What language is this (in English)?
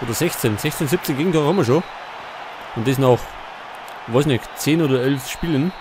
Bavarian